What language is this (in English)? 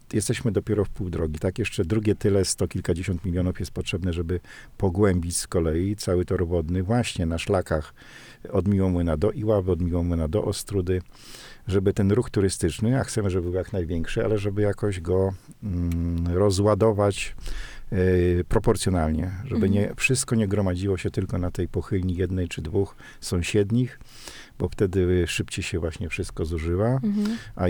Polish